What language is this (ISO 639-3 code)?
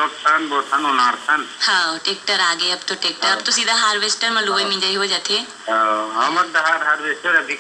hne